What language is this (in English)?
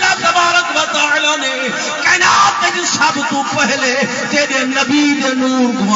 Saraiki